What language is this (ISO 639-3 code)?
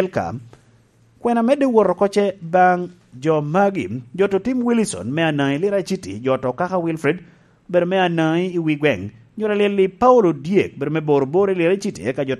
laj